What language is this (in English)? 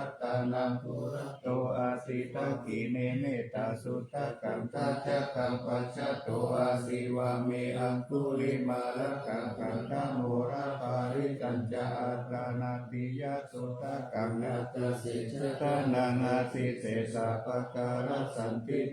Pali